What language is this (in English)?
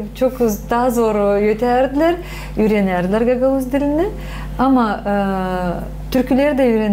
Gagauz